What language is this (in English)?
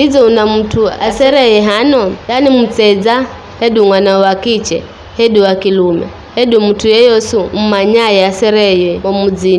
Giryama